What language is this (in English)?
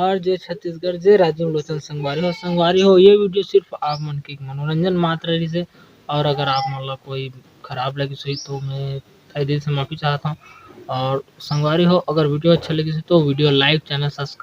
Chhattisgarhi